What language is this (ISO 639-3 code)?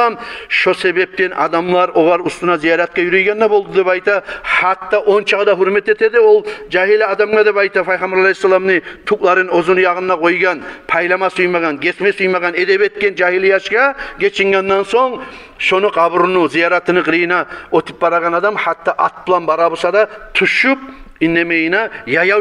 kum